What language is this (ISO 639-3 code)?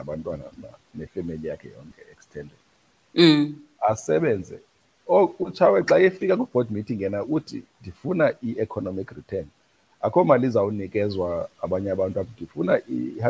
xho